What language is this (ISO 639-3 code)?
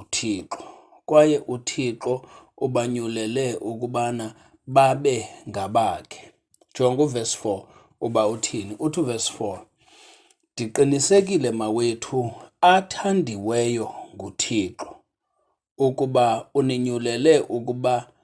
xho